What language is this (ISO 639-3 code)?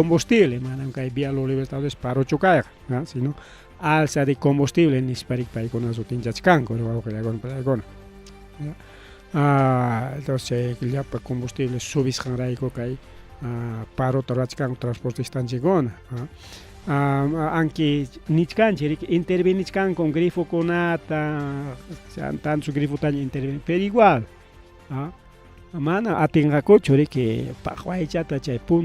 quy